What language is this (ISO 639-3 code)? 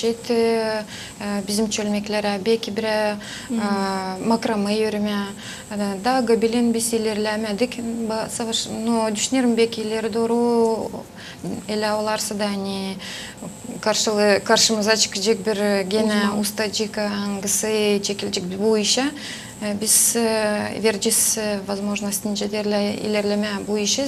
gag